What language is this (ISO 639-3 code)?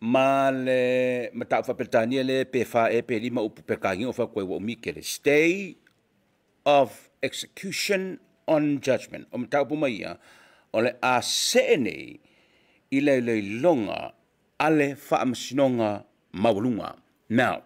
smo